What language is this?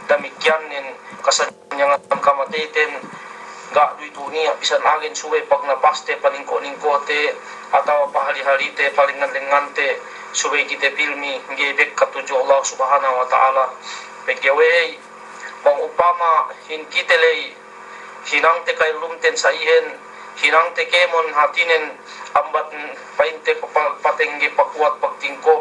Yakan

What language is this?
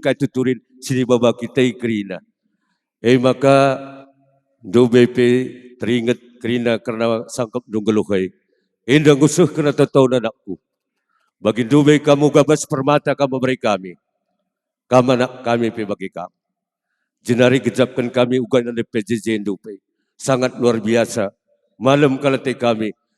Batak Karo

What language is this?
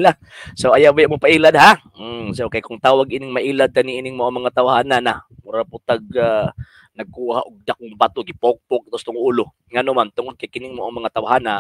Cebuano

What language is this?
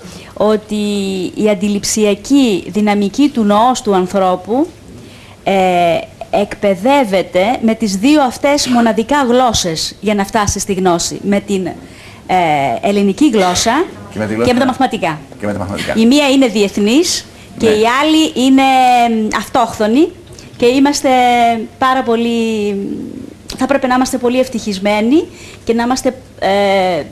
Greek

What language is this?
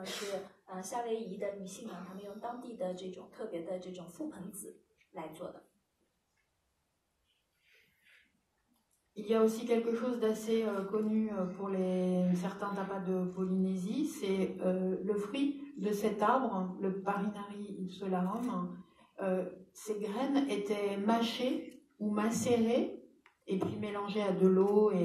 French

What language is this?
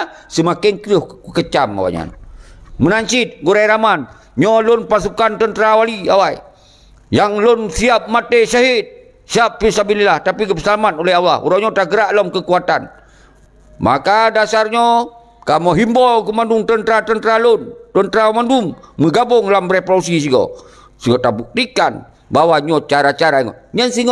Achinese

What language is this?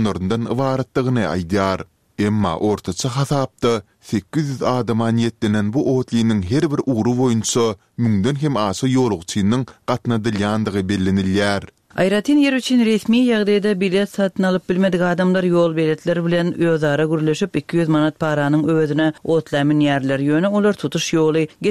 Turkmen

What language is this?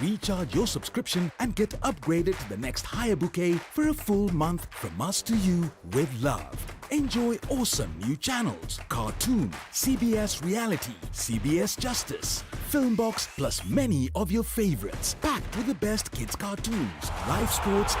Meru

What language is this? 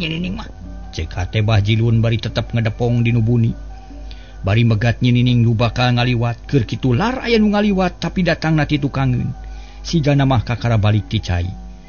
Sundanese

